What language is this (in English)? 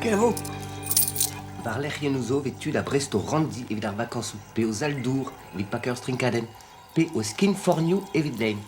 Breton